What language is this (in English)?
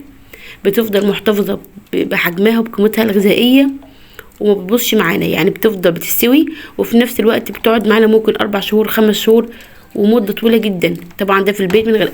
Egyptian Arabic